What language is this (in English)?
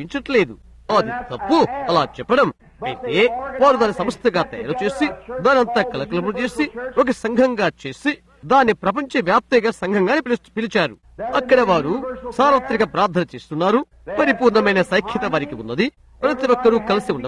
Telugu